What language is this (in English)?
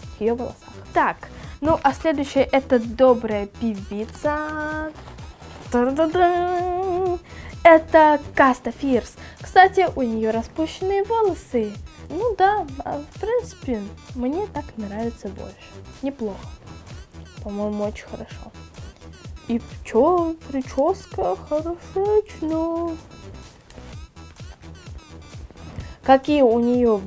Russian